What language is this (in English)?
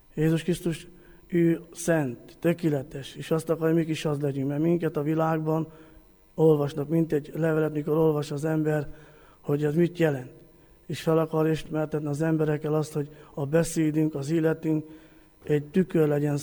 Hungarian